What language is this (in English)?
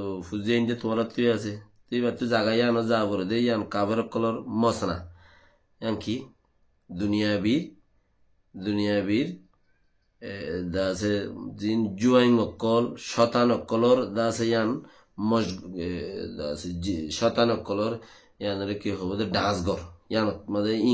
Rohingya